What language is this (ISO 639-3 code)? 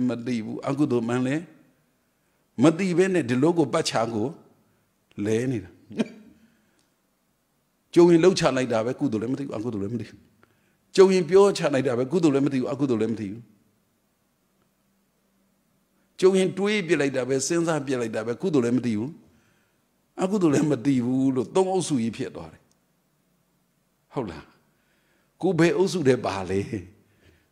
mya